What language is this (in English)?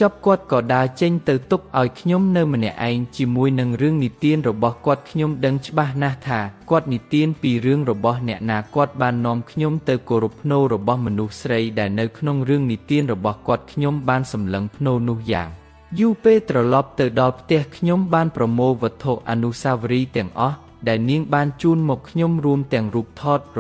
Khmer